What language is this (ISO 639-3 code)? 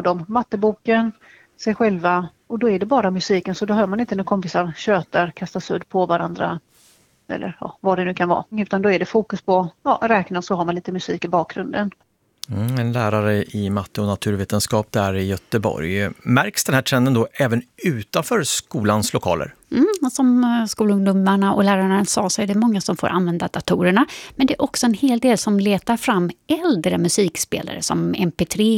swe